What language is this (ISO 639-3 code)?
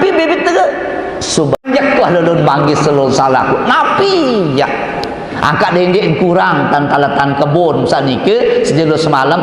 sas